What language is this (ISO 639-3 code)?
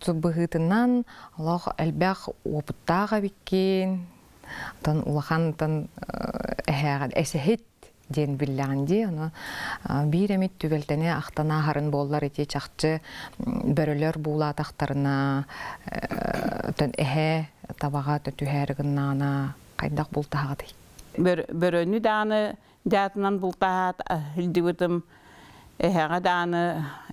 sah